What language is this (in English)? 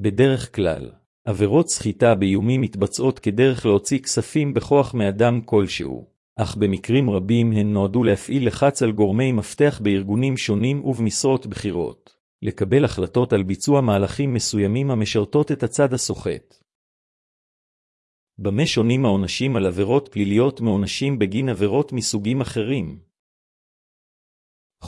Hebrew